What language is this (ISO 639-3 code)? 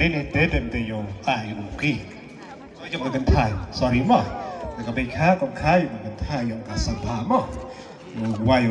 kha